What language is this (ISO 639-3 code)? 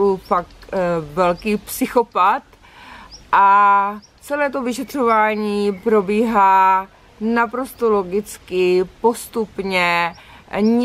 ces